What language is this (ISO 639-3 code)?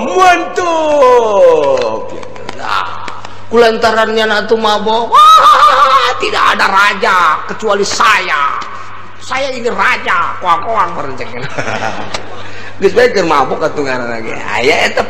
sun